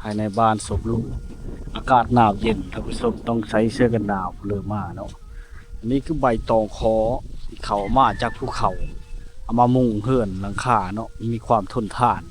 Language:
Lao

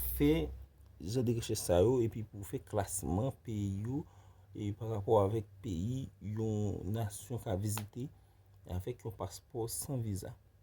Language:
Haitian Creole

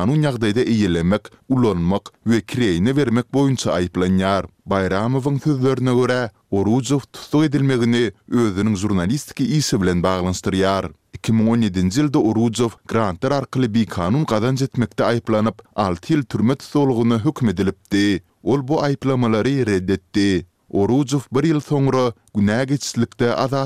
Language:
Turkmen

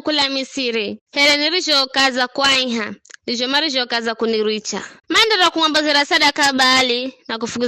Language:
Giryama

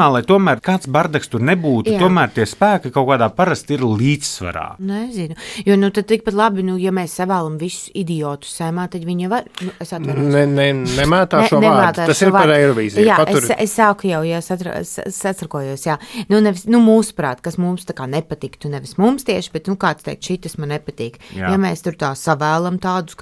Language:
Latvian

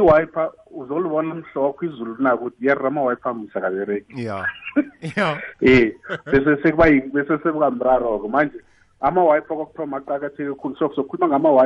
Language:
South Ndebele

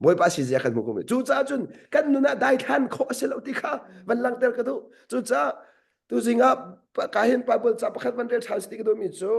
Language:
Hakha Chin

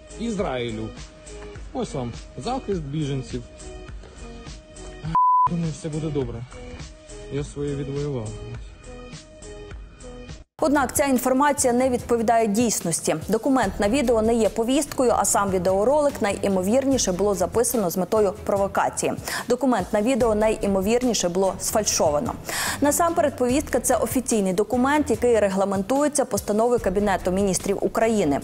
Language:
Ukrainian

